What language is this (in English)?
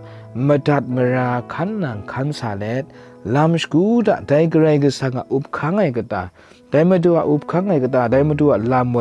Kachin